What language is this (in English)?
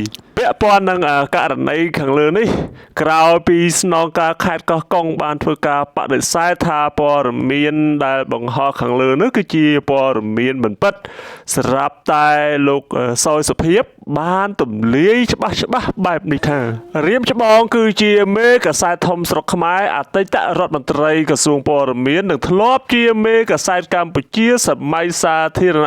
Khmer